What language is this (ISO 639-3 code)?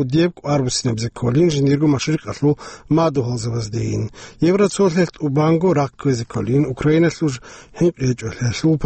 ava